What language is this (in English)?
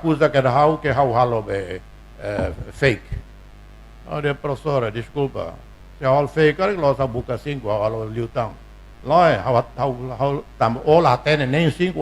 Tetum